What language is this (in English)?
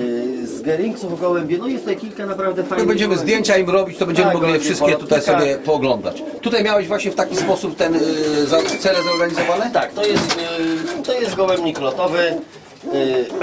Polish